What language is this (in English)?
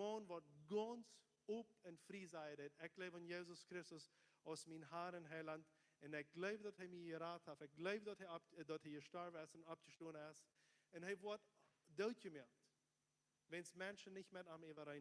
Plautdietsch